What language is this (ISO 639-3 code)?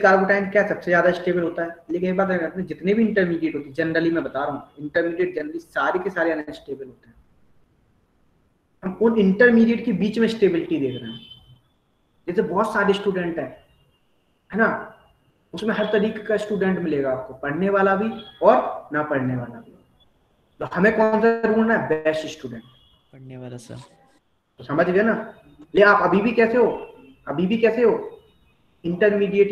hin